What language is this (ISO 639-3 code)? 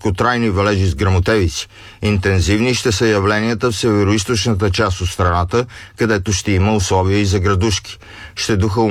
bul